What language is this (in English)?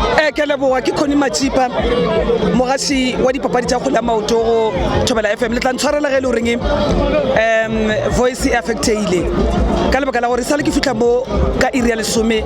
Northern Sotho